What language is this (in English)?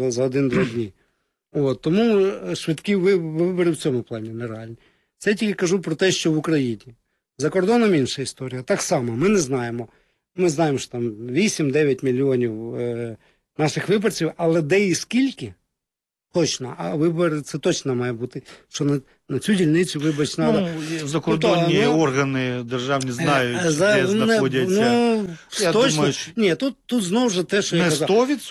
Ukrainian